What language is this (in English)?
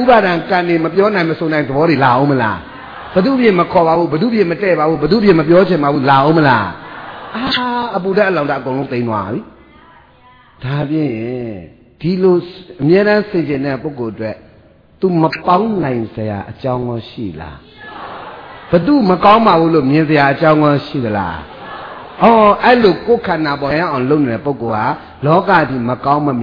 Burmese